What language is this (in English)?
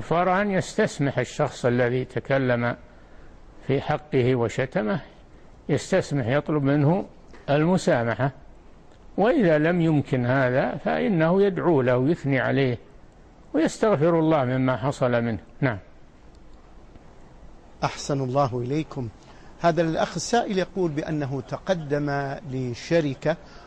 Arabic